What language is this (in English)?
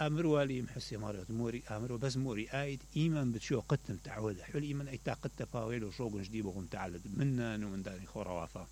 Mesopotamian Arabic